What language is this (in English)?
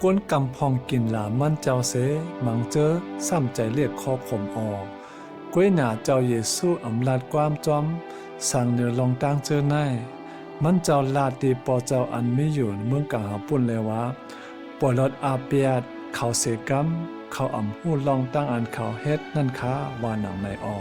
Shan